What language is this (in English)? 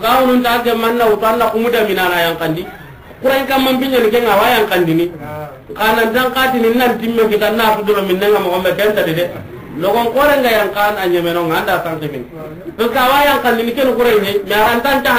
Soninke